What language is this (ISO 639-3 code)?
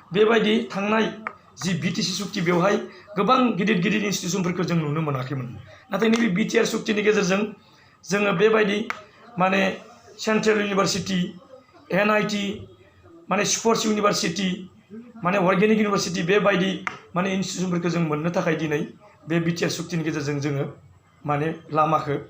brx